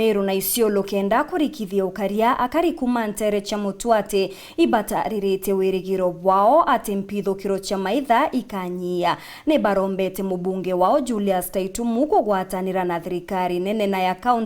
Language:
Meru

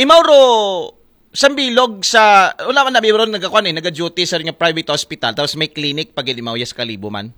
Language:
Aklanon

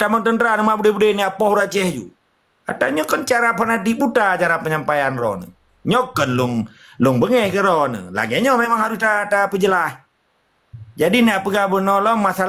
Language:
Achinese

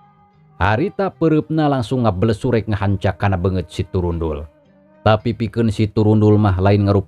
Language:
Sundanese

